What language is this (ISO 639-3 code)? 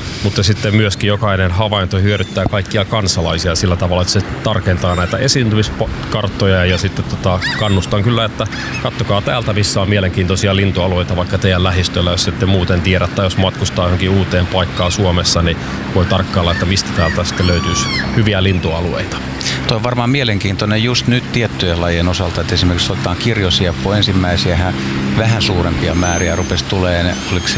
fin